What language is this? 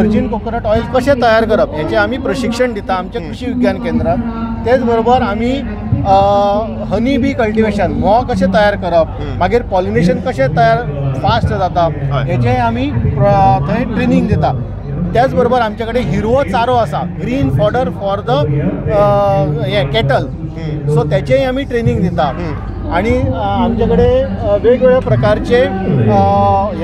Konkani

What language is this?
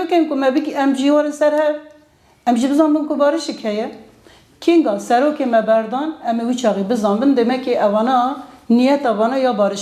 Kurdish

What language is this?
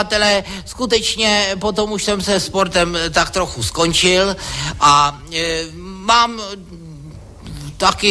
Czech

